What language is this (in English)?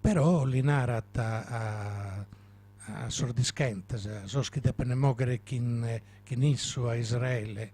Sardinian